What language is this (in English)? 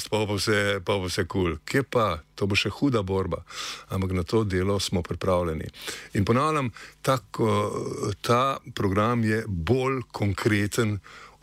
Slovenian